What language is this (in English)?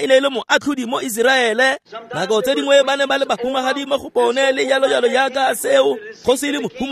Tswana